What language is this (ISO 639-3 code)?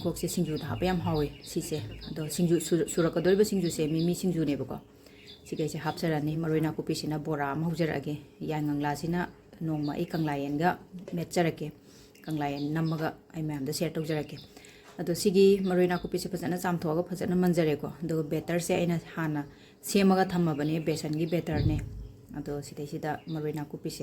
mni